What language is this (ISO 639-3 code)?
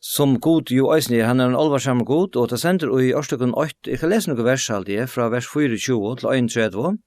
fao